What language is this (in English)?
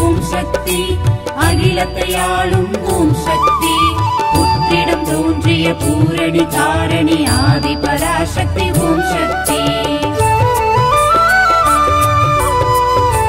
Tamil